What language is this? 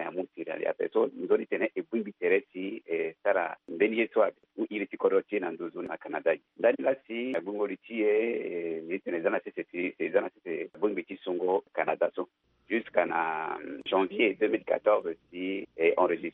Sango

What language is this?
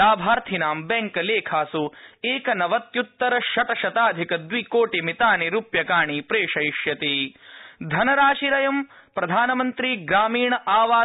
Sanskrit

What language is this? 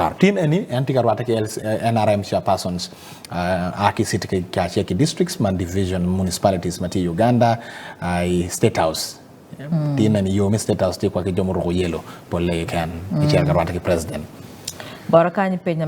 Acoli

